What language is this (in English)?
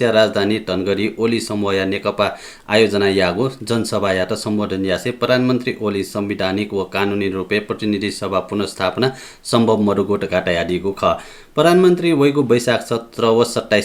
Newari